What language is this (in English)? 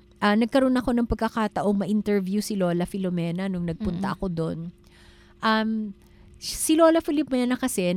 Filipino